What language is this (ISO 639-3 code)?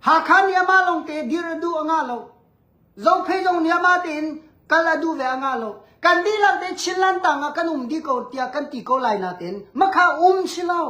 cnh